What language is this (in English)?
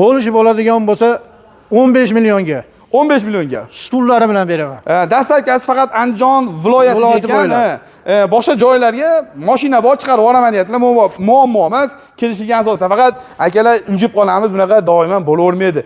Uzbek